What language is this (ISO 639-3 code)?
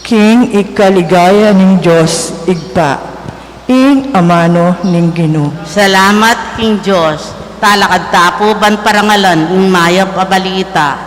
pam